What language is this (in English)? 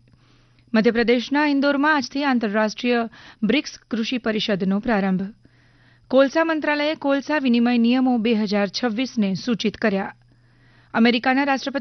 Gujarati